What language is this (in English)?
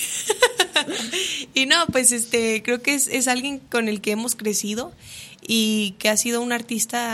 Spanish